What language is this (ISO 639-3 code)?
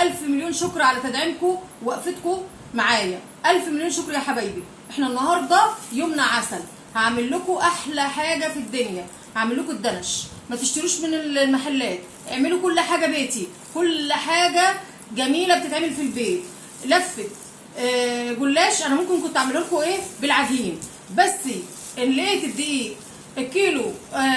arz